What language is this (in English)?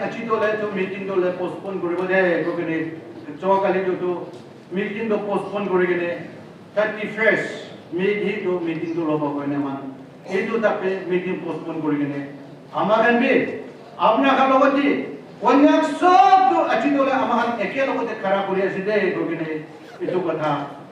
Naga Pidgin